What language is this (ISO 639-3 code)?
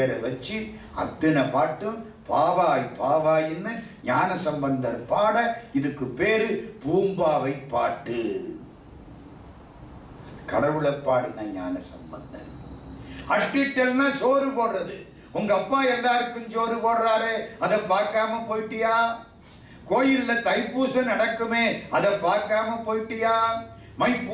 tam